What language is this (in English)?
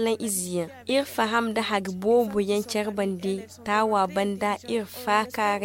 Zarma